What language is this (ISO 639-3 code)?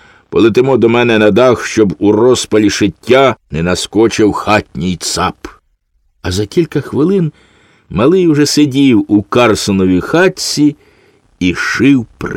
ukr